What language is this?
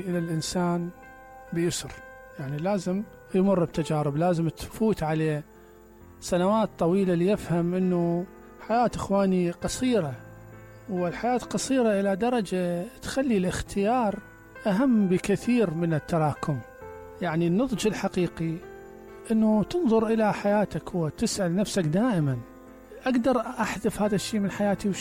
Mesopotamian Arabic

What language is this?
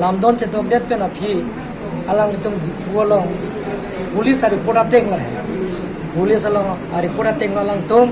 Karbi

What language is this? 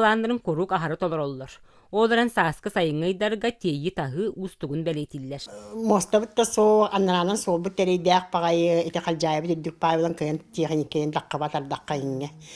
Yakut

